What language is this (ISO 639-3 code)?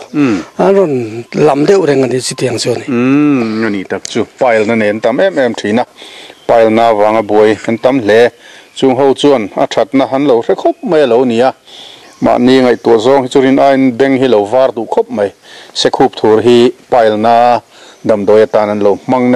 lus